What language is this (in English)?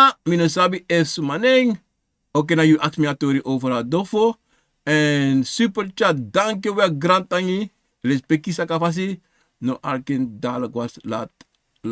Sranan Tongo